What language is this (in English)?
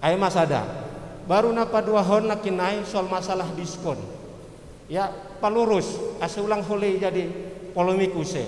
Batak Simalungun